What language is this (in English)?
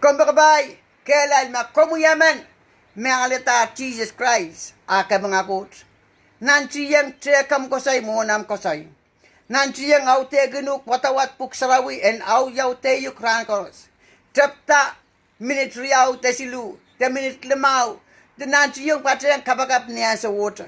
Pohnpeian